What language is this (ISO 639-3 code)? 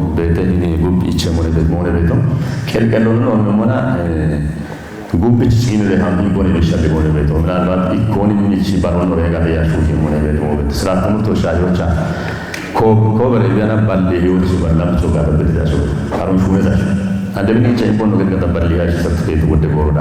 kbr